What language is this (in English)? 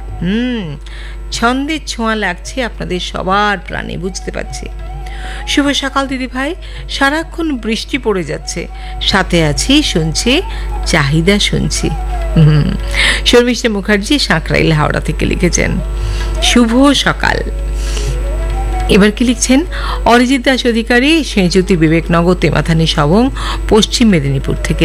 Bangla